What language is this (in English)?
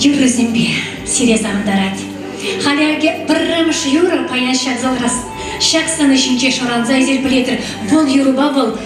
Chuvash